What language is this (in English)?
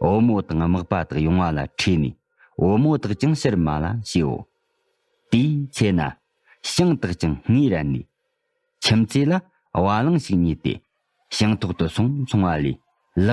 Tibetan